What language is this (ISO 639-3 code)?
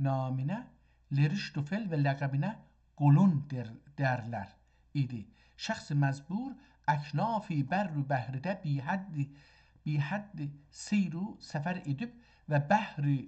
azb